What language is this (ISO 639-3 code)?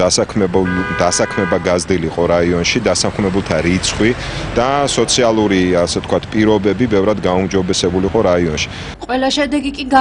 kat